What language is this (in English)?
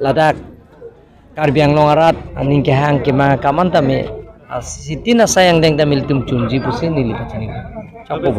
Karbi